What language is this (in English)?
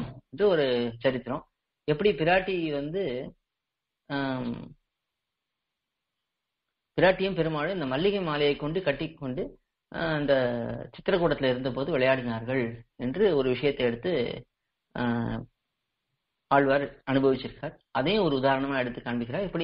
Tamil